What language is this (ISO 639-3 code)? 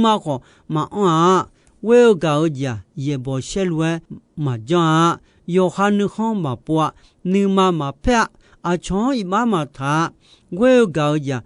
ahk